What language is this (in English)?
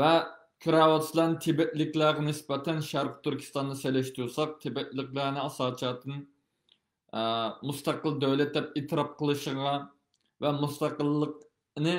Uyghur